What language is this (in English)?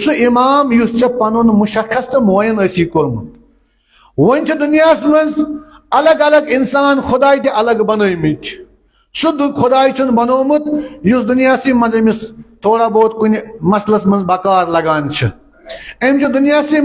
Kashmiri